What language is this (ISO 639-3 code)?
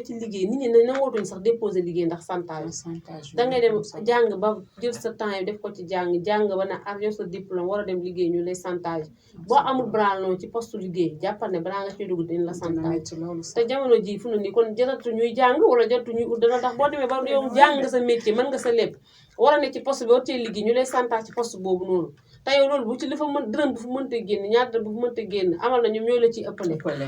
wol